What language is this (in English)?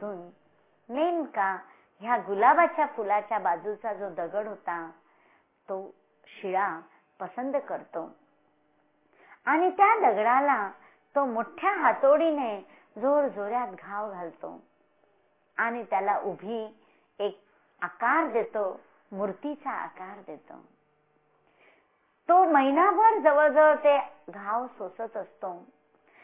Marathi